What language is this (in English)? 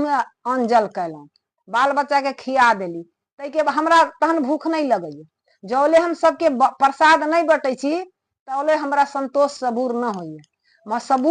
Maithili